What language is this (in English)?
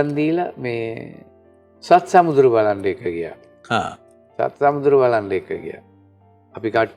Sinhala